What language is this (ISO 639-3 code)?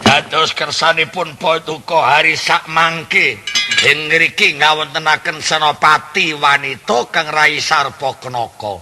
jav